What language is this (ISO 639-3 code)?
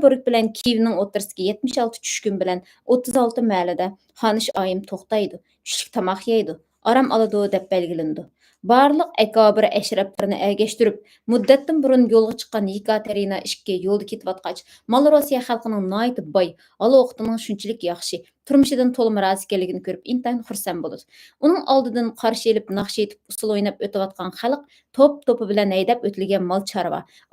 uig